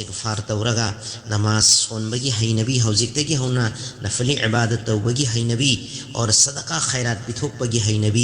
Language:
Manipuri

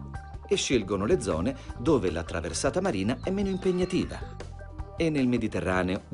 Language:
Italian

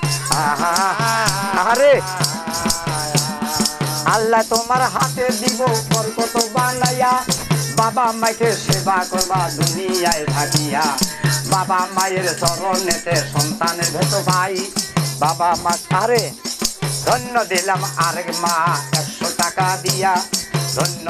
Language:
Bangla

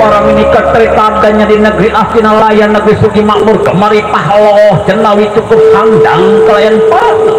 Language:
Betawi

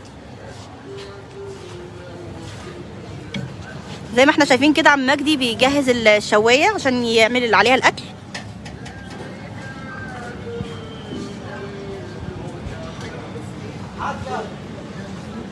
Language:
Egyptian Arabic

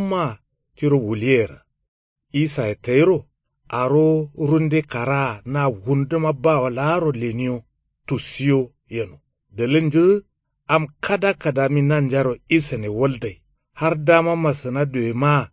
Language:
Kanuri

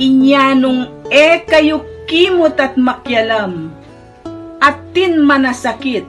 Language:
Pampanga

